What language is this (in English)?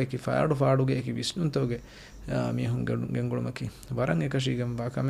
Divehi